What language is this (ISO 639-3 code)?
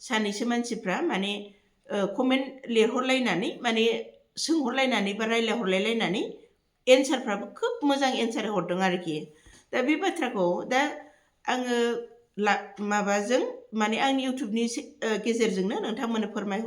brx